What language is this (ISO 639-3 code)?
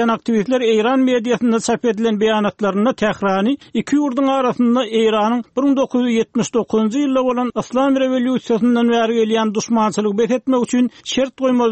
tuk